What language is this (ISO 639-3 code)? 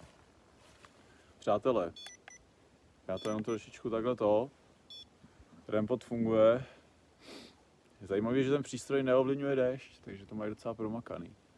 ces